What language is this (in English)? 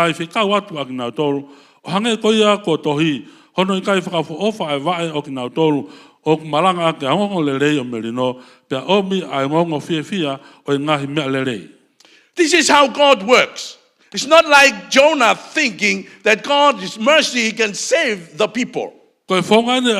Tongan